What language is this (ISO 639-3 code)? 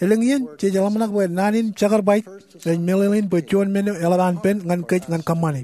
mah